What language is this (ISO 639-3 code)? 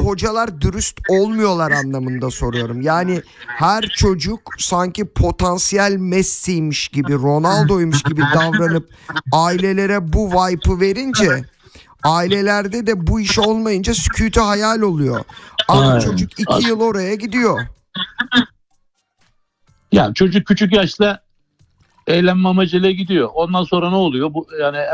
tur